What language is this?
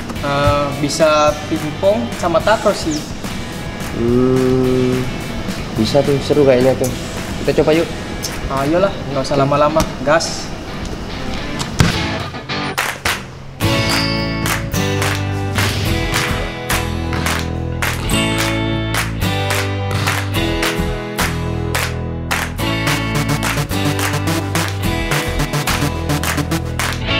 Indonesian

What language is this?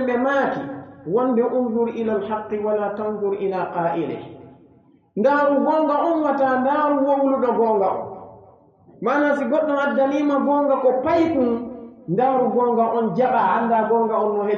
Pular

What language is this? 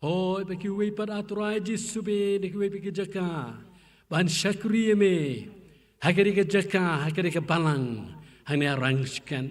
Khasi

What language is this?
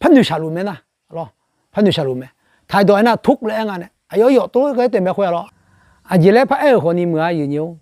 Akha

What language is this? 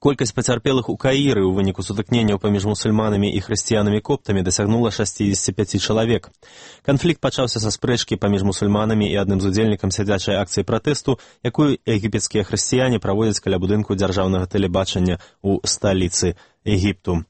Belarusian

